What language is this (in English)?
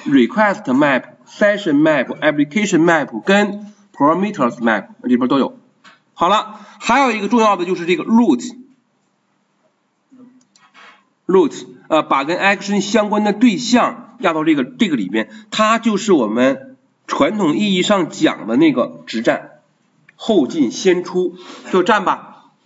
Chinese